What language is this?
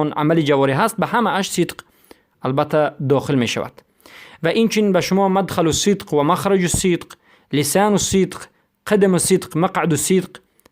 Persian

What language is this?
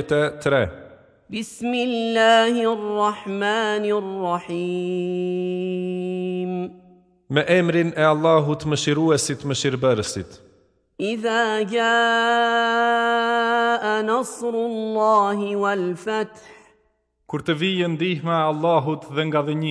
Albanian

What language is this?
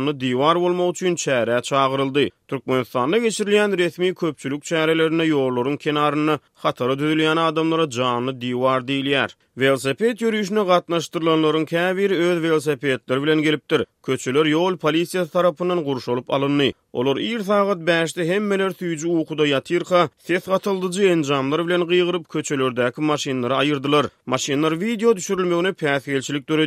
Turkmen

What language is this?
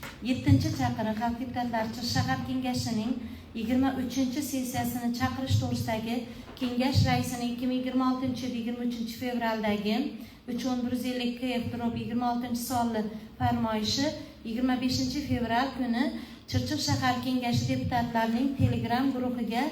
Uzbek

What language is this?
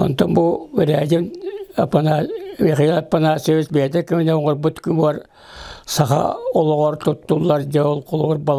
Yakut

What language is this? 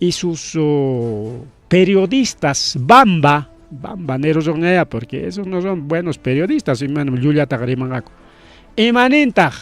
Ayacucho Quechua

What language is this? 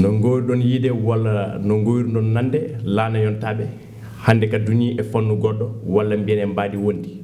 Fula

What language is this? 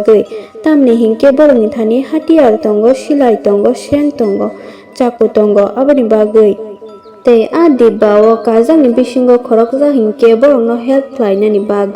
Kok Borok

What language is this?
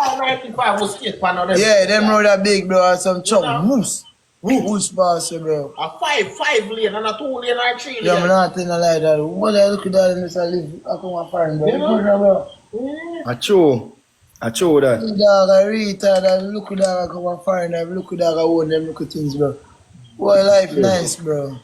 Jamaican Creole English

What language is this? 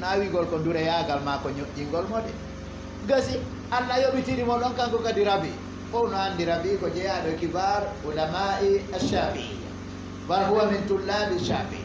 Fula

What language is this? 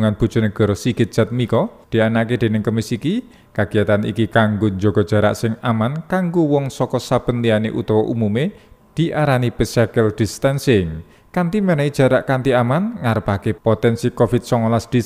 Javanese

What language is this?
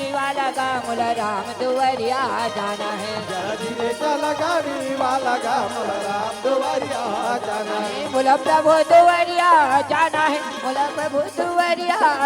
Chhattisgarhi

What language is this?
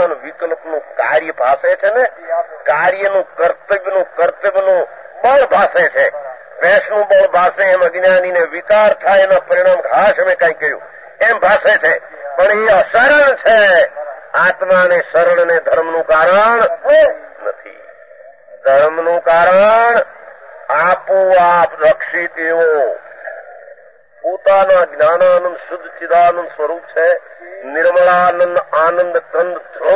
Gujarati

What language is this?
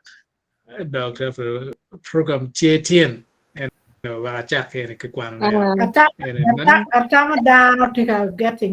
Acoli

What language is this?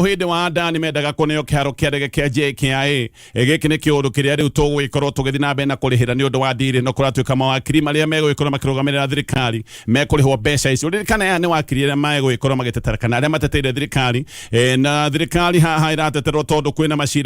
Kikuyu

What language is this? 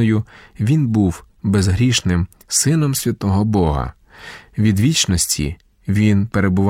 Ukrainian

